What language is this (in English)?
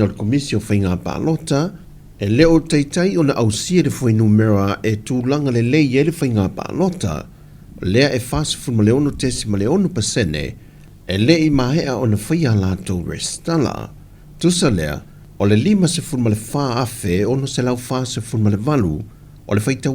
Samoan